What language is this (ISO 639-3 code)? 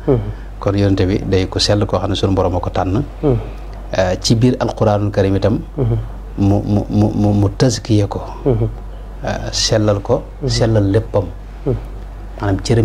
wol